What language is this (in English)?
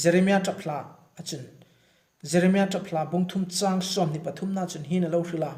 Hmar